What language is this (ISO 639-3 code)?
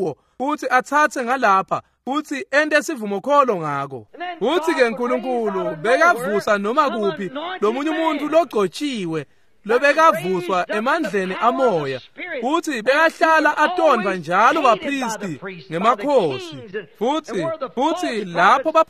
ssw